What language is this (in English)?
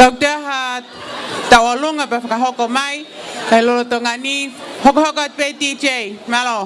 Tongan